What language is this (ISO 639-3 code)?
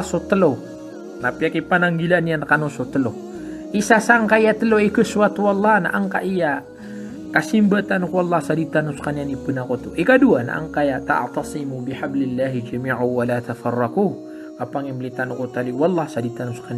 mrw